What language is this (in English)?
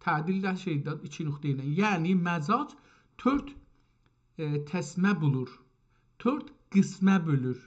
South Azerbaijani